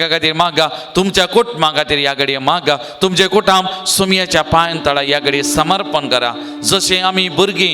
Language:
Konkani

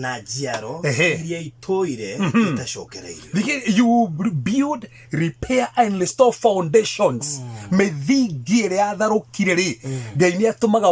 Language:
Kikuyu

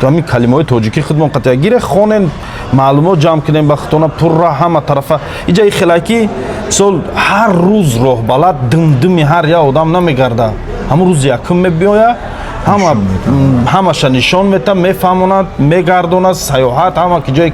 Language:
Tajik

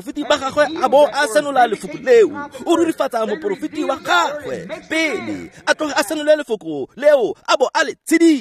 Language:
Tswana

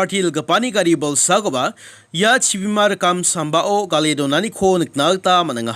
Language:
Garo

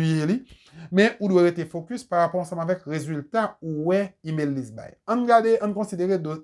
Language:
Haitian Creole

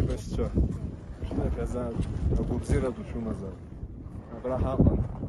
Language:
Abkhazian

